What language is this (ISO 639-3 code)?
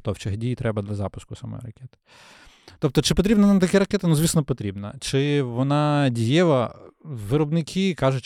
ukr